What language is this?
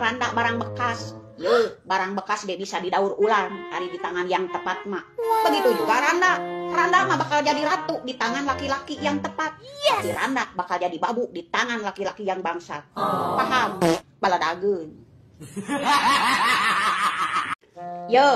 Sundanese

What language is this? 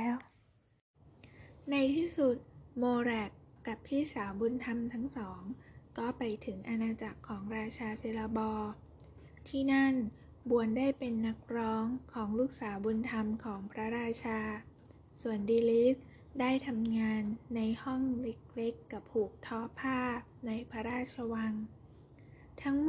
Thai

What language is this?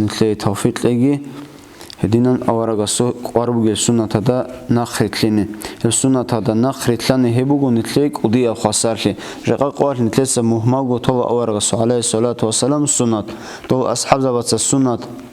Avaric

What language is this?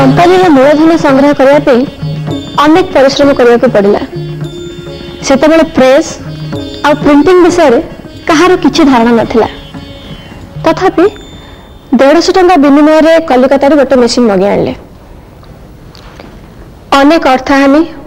Odia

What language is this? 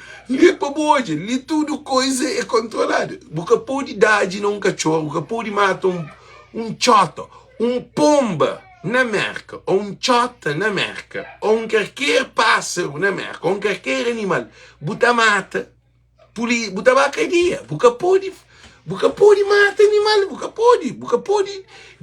Kabuverdianu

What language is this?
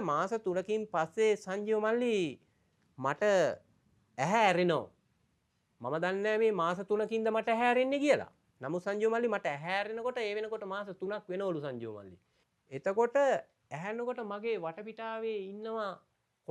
Sinhala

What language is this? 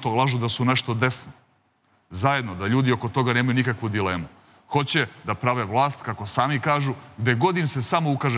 Serbian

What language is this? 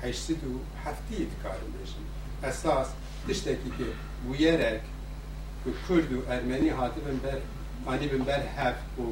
Kurdish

